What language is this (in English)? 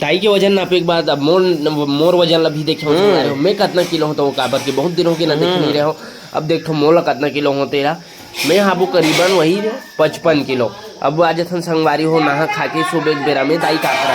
Chhattisgarhi